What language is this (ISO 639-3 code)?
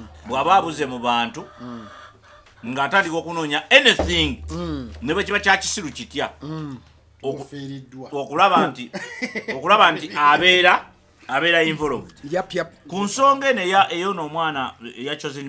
lug